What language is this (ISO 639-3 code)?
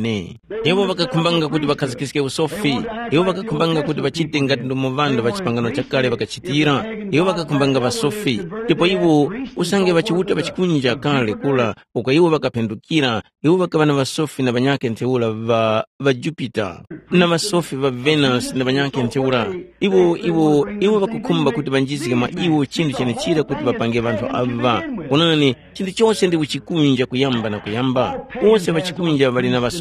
tum